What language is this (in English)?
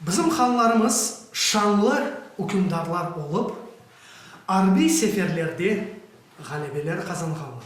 Crimean Tatar